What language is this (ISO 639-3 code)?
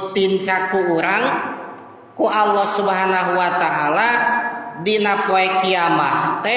sun